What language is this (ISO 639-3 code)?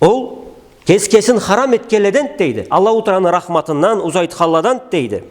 krc